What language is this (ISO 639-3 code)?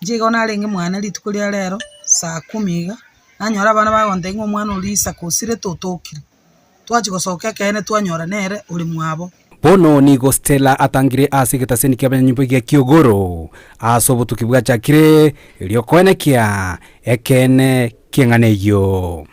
guz